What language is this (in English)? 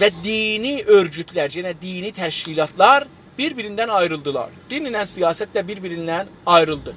South Azerbaijani